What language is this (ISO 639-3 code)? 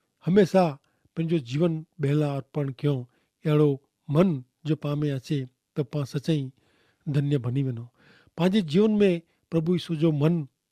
kfr